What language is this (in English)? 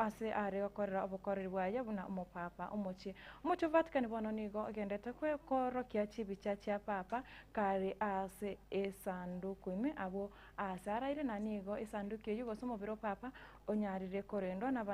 Gusii